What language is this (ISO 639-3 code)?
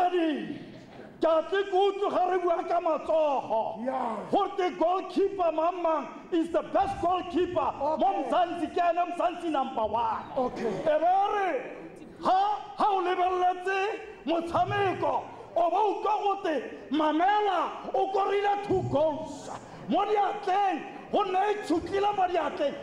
tsn